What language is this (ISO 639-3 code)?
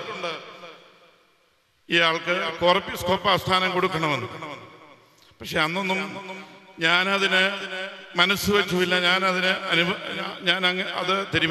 mal